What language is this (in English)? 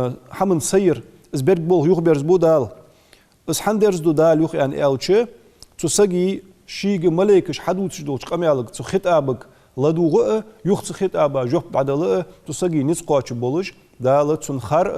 Ingush